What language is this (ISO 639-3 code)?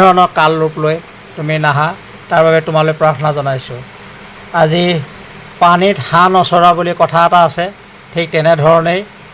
asm